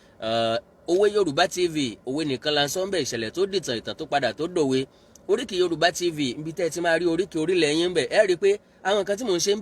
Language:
Yoruba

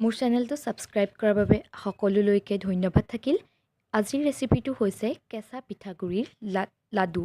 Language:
Assamese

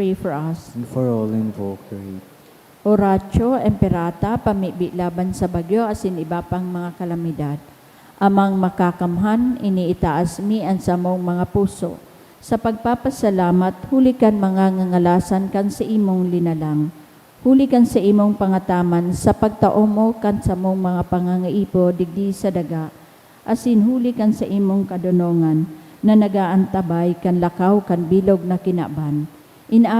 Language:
Bikol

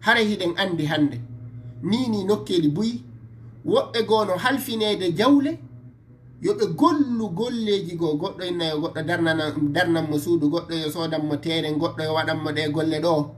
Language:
Fula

